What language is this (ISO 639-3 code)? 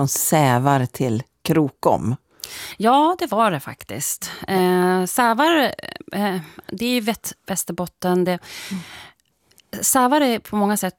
swe